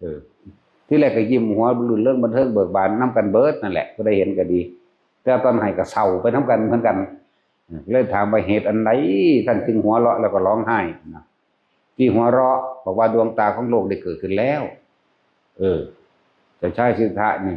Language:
Northeastern Thai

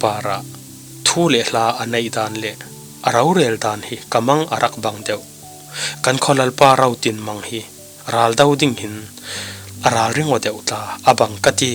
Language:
Falam Chin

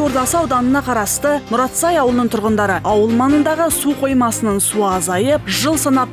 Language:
Kazakh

